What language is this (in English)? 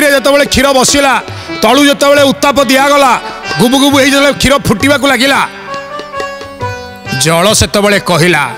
Odia